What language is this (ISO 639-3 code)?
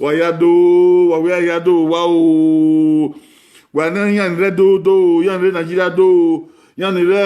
bin